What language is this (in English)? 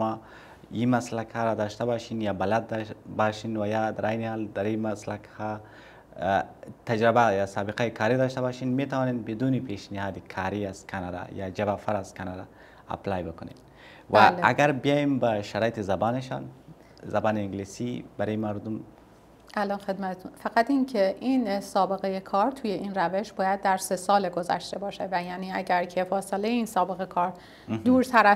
Persian